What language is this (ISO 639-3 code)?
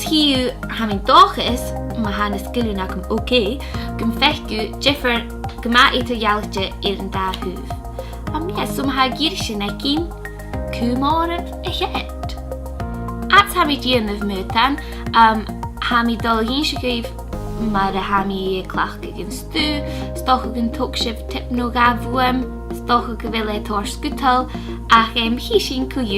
gla